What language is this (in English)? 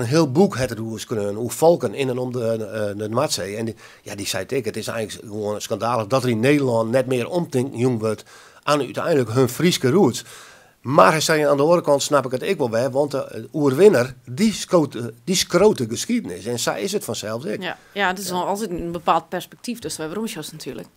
Western Frisian